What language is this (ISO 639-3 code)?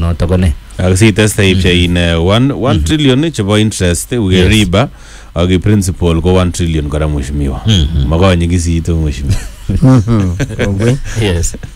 swa